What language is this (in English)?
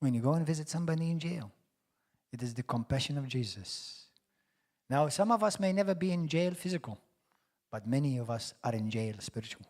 English